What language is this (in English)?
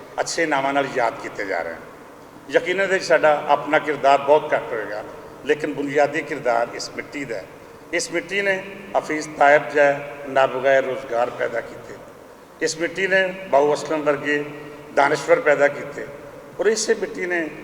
Western Panjabi